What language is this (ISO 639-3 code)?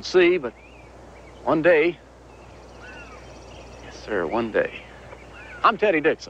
eng